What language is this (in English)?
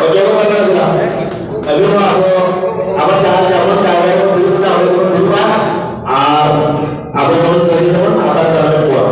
Santali